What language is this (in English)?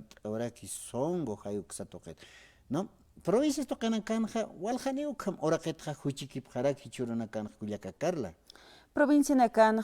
Aymara